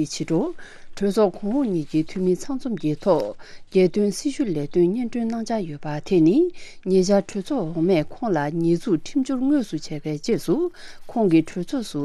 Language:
Tibetan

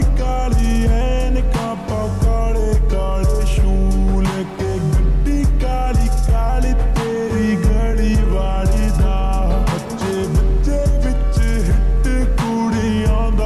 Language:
Punjabi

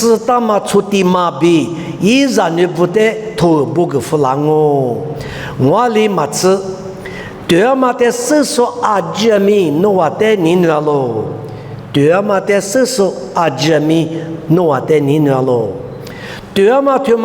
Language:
Lisu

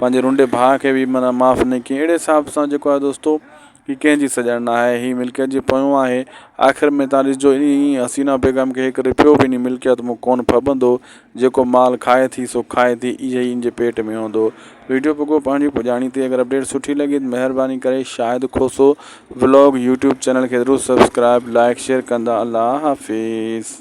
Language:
Sindhi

